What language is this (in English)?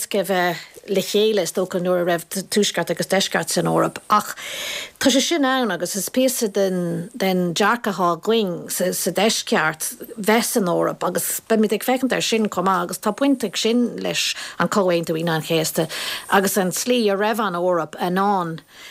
Irish